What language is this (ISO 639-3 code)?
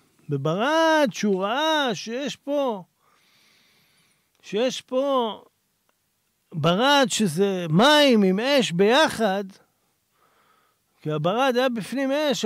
heb